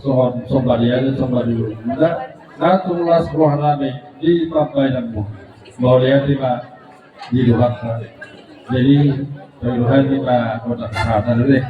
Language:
Batak Toba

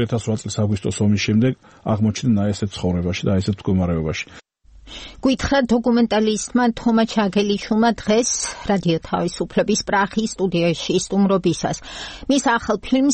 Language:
Georgian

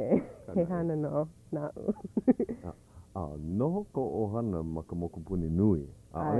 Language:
Hawaiian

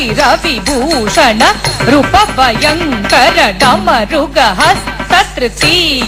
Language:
Kannada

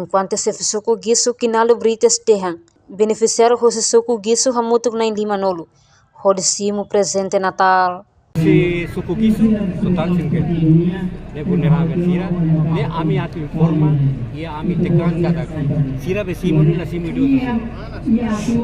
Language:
Tetum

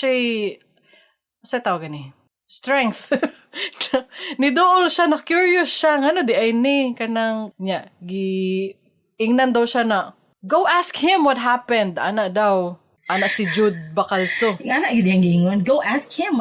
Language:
Cebuano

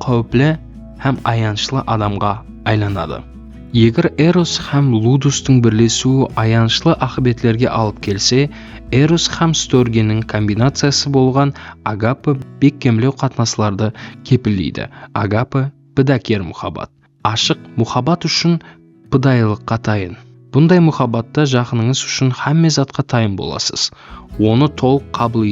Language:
Kara-Kalpak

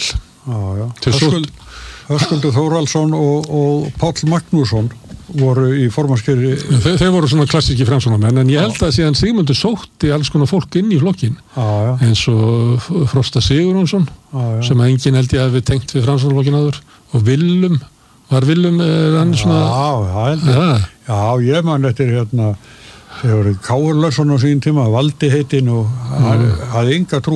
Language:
Icelandic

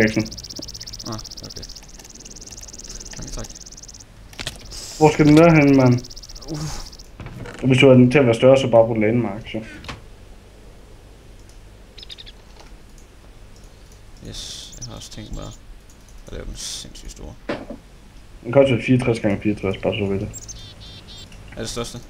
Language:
Danish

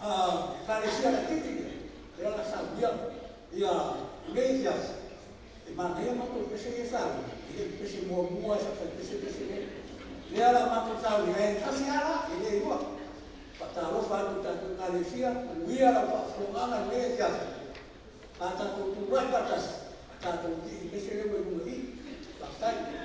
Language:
Samoan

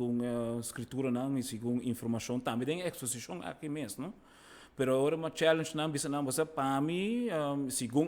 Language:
Papiamento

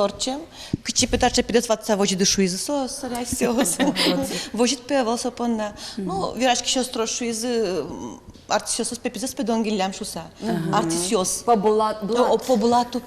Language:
Udmurt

